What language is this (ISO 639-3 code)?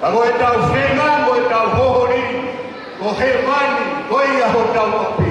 ton